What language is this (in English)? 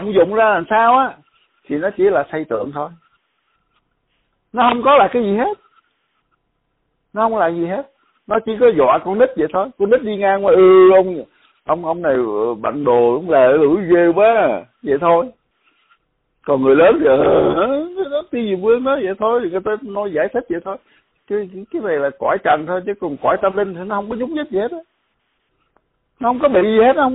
Vietnamese